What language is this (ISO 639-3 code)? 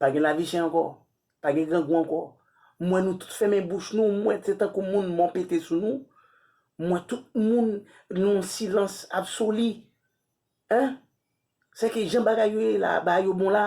hat